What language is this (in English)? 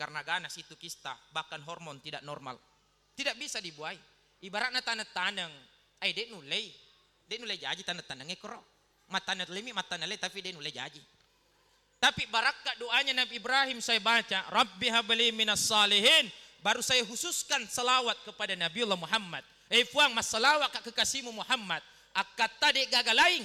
Buginese